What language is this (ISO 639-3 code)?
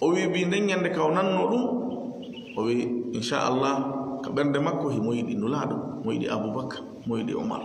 ful